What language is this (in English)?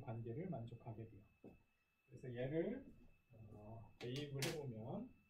Korean